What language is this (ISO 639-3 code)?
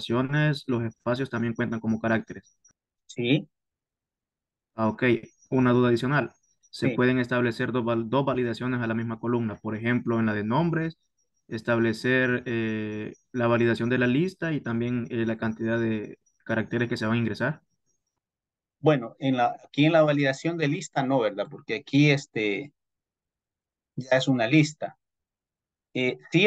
spa